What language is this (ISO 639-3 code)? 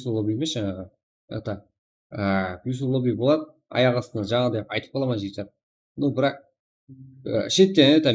kaa